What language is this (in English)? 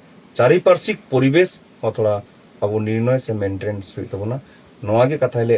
Santali